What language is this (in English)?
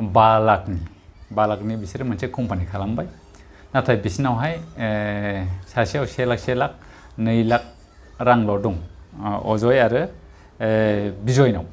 Bodo